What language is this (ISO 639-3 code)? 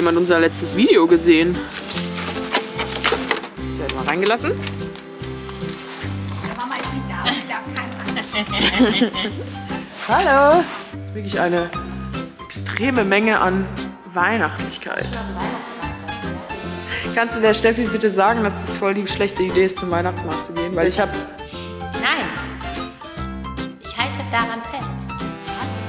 deu